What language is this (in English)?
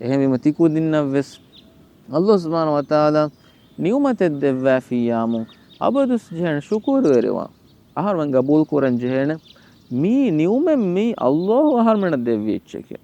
Divehi